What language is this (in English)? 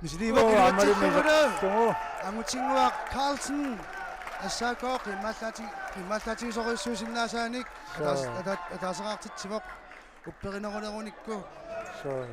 Kalaallisut